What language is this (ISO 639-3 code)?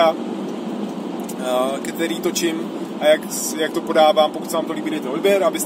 ces